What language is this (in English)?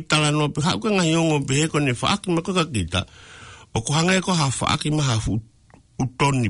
Tongan